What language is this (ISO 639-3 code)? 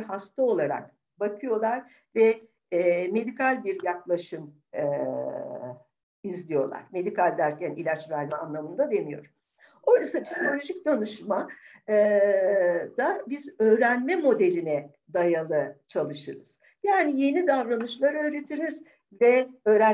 tur